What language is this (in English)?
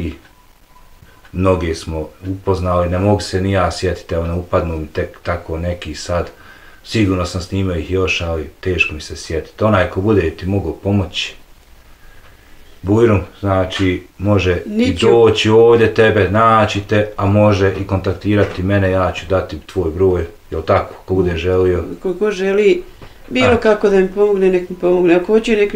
Bosnian